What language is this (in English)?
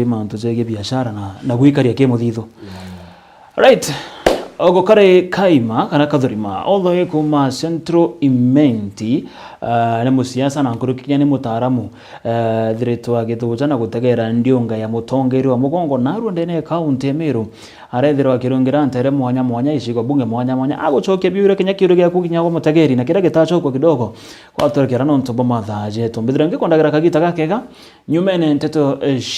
Meru